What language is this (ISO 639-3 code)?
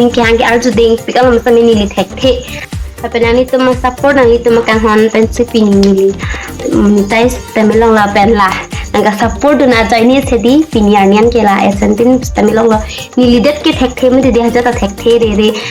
mjw